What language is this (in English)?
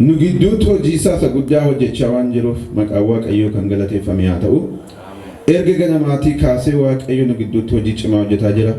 Oromo